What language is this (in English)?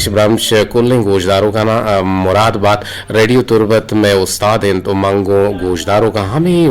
Eastern Balochi